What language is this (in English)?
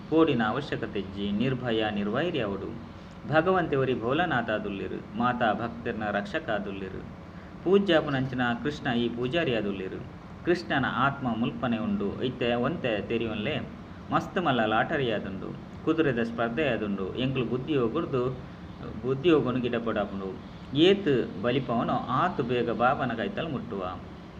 Tulu